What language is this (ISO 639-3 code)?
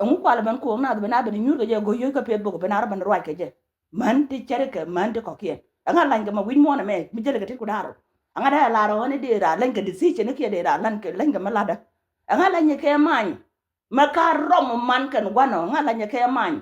nus